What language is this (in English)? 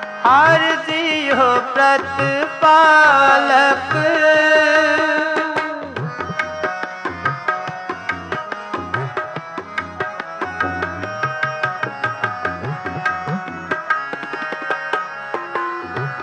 Punjabi